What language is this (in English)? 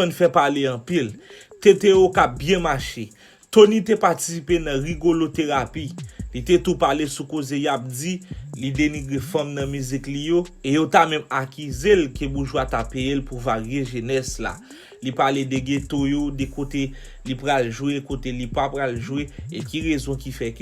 Haitian Creole